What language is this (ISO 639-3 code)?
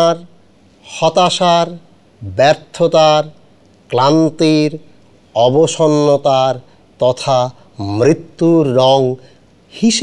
ben